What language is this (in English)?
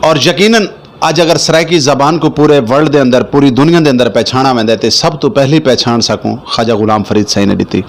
Saraiki